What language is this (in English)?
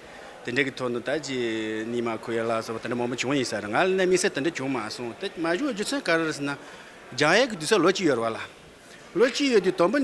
Tibetan